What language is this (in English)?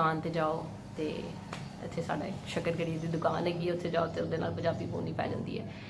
Punjabi